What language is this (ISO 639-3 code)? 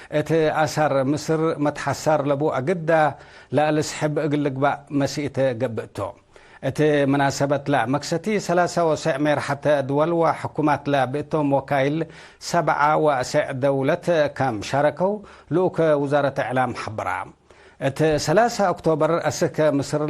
tig